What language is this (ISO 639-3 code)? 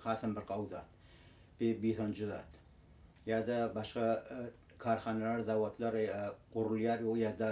tuk